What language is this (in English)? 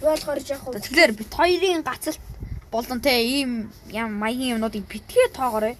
Mongolian